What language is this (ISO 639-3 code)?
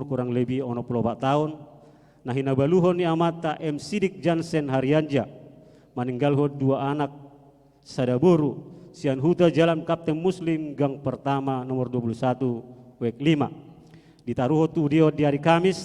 bbc